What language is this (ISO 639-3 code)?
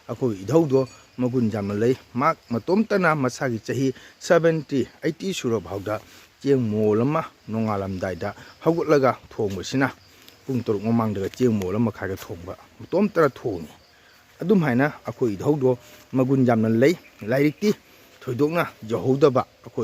mni